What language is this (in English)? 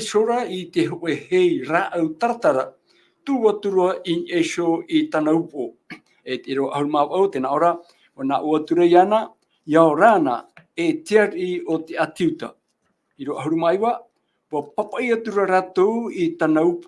Tahitian